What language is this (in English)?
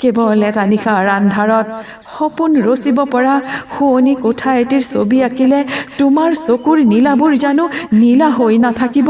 Assamese